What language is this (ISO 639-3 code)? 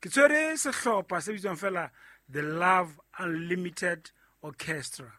sot